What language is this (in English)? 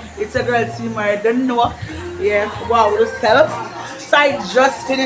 Jamaican Creole English